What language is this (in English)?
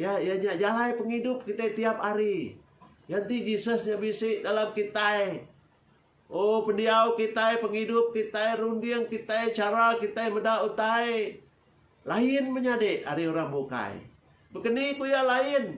Iban